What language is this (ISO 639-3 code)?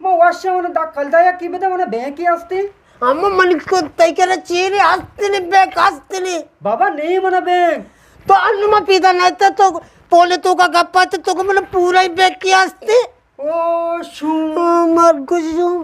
bgp